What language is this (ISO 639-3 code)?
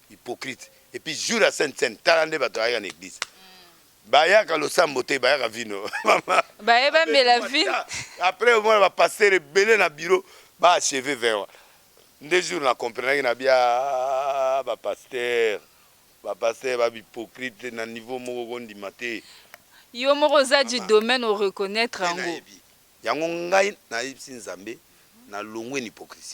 lin